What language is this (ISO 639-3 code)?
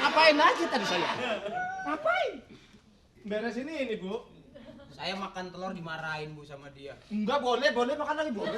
bew